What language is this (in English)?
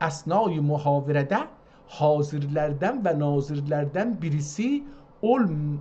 South Azerbaijani